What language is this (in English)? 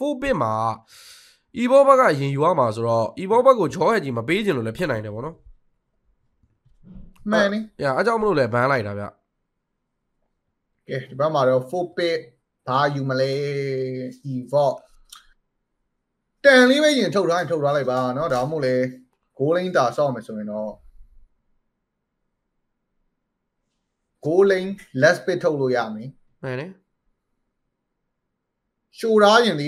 Burmese